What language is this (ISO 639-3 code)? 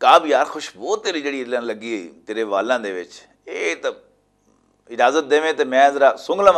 lah